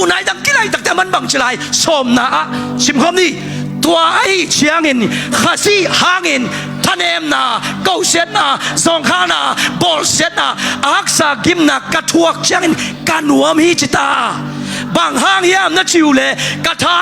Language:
Tedim Chin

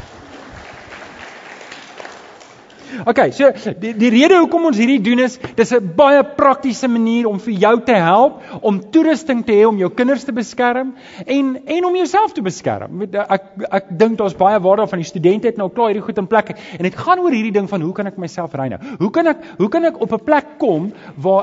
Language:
Afrikaans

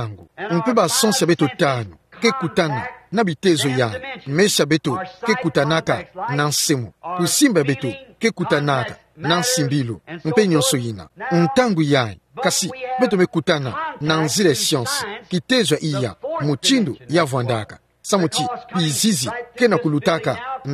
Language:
Kituba (Democratic Republic of Congo)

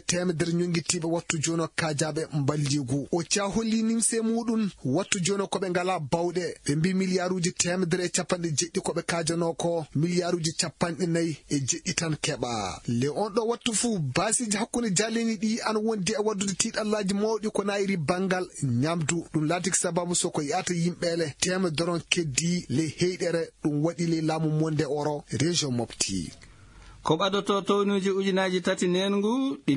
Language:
Fula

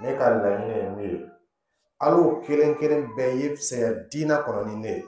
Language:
Dyula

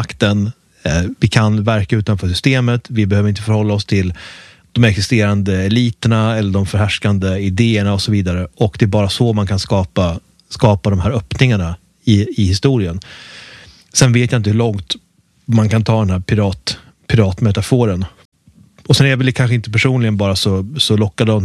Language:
Swedish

